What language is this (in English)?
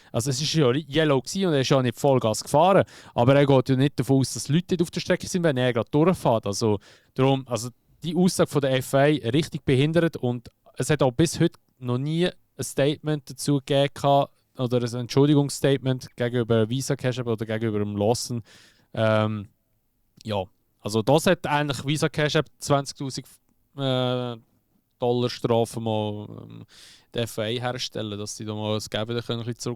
Swiss German